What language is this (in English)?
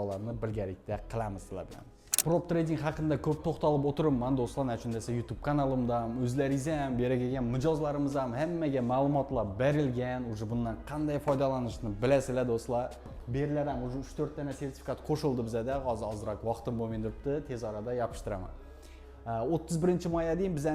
Uzbek